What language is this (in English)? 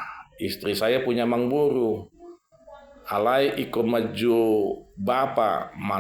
Batak Toba